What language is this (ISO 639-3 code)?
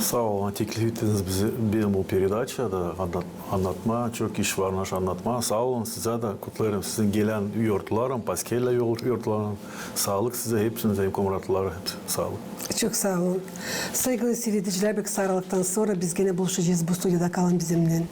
gag